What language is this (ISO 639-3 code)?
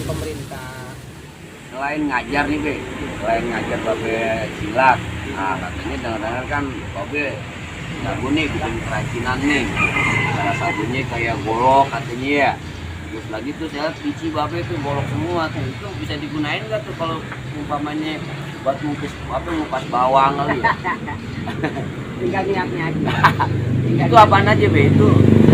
bew